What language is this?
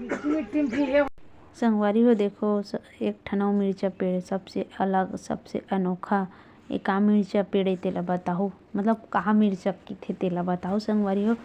Chhattisgarhi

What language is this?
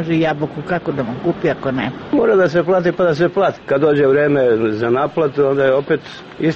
Serbian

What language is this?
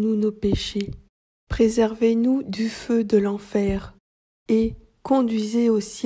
French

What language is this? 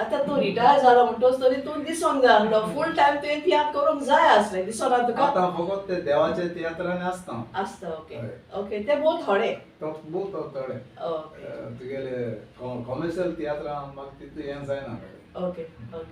Konkani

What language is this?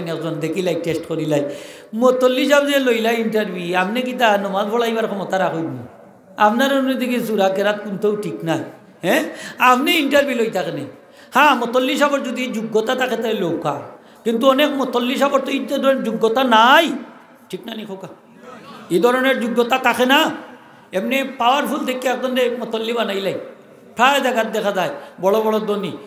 Sylheti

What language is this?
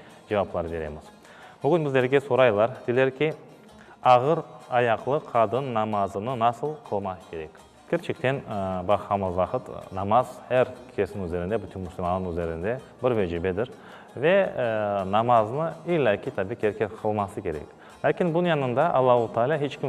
Crimean Tatar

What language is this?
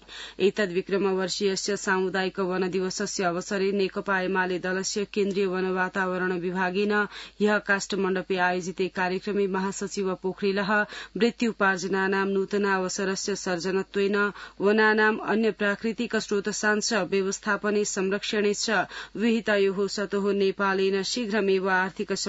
Sanskrit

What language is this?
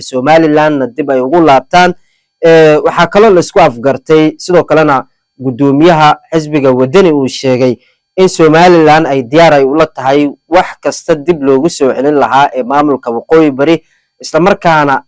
Somali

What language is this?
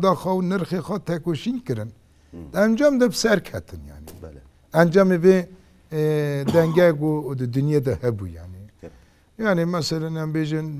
Kurdish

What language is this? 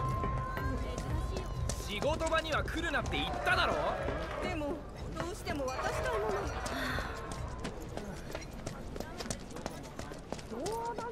Japanese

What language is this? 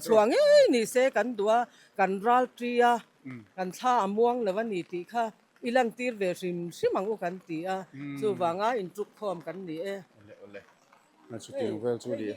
Mizo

